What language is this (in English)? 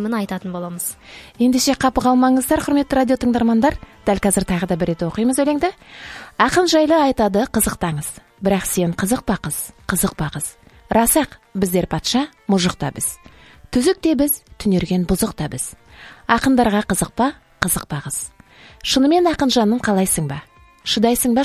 Kazakh